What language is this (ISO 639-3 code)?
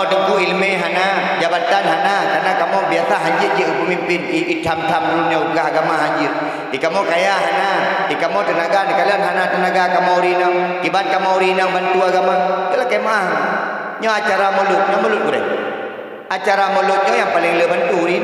ace